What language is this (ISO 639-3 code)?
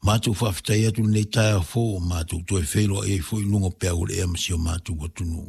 smo